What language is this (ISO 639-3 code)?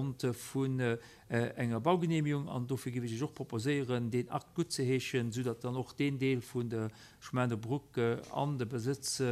ltz